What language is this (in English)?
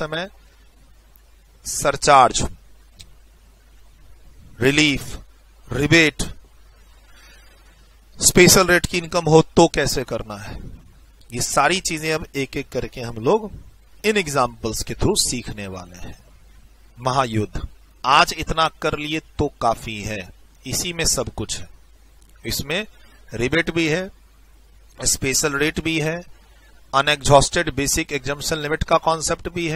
Hindi